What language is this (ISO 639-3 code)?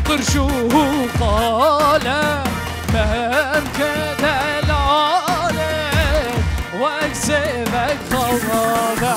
kur